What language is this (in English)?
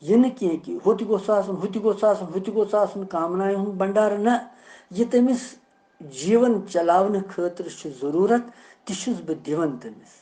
Kashmiri